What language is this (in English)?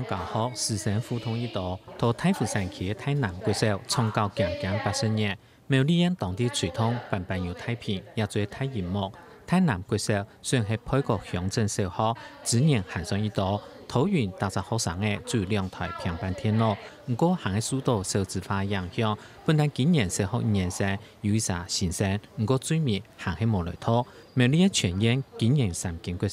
Hakka Chinese